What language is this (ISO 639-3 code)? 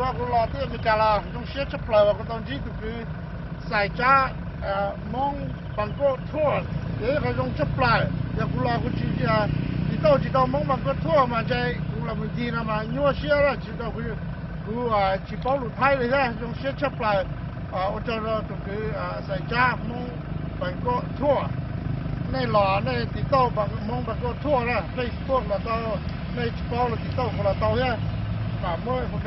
hmn